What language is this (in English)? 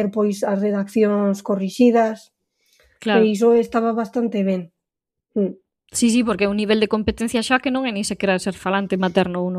Galician